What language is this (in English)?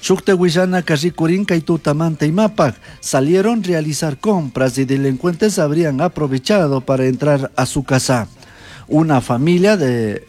Chimborazo Highland Quichua